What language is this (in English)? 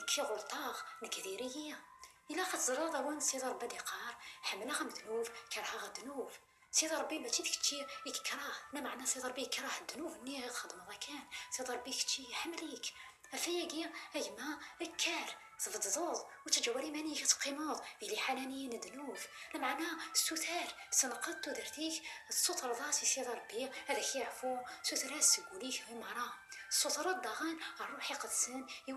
Kabyle